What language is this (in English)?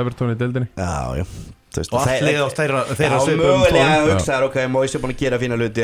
Icelandic